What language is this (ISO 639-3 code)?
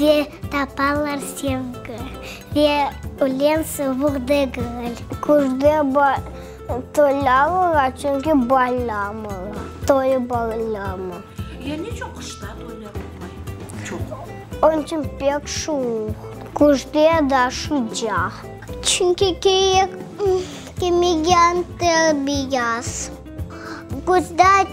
crh